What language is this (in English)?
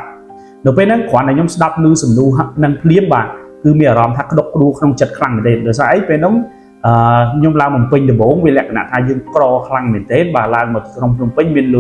Khmer